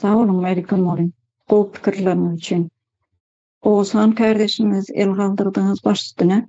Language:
Turkmen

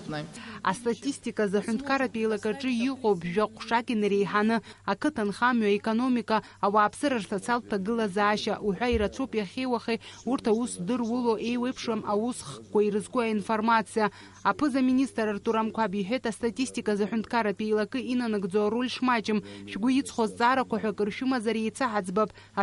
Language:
Abkhazian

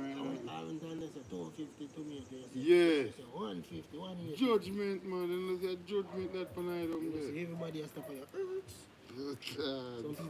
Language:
Jamaican Creole English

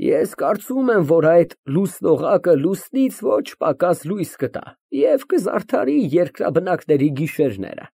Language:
Armenian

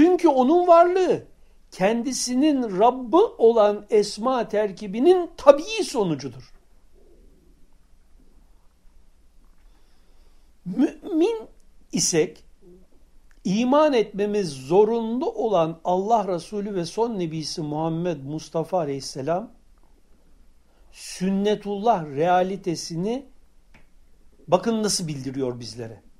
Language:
Turkish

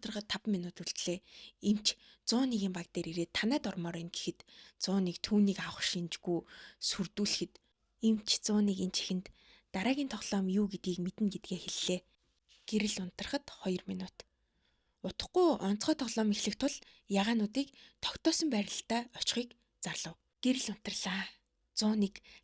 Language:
Mongolian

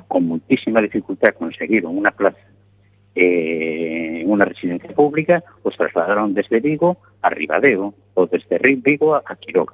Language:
Galician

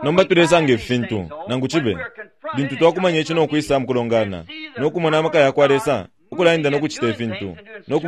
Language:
Bemba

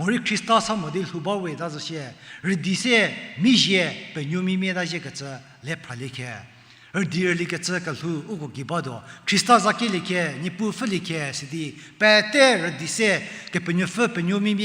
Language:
Angami Naga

